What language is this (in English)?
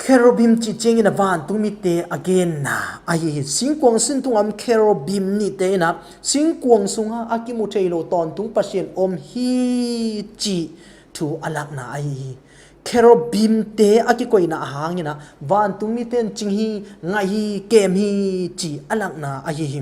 Tedim Chin